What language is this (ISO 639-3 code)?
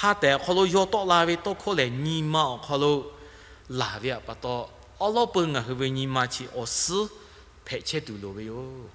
lhu